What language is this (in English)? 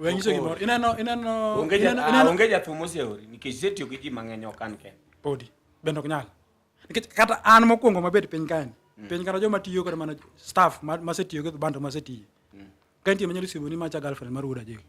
Luo (Kenya and Tanzania)